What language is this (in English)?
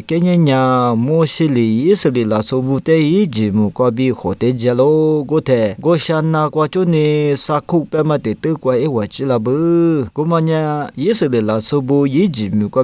Lisu